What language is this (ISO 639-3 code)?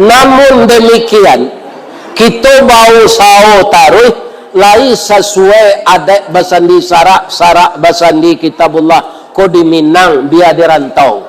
min